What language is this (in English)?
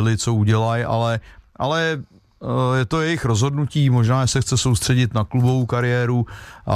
Czech